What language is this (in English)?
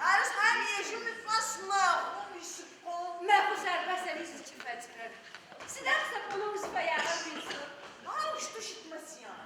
Adyghe